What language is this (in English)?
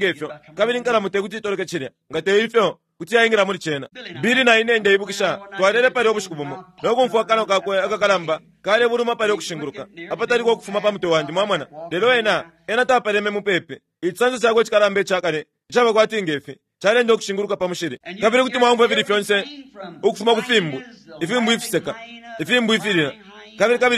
Bemba